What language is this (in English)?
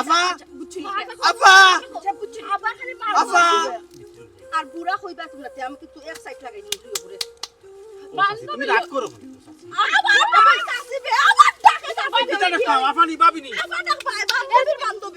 Sylheti